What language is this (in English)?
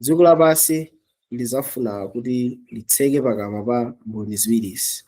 Nyanja